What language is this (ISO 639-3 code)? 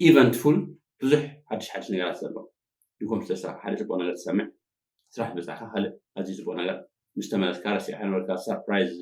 tir